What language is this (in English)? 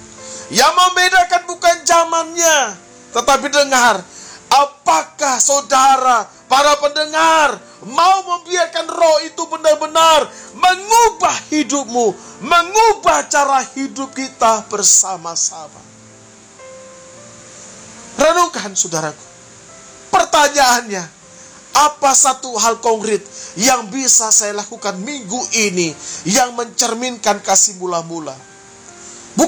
Indonesian